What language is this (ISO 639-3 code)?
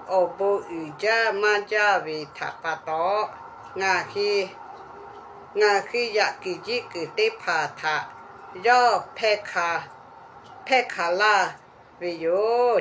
lhu